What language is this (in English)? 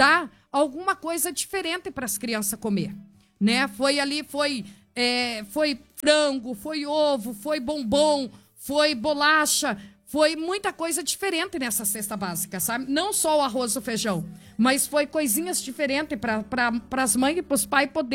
Portuguese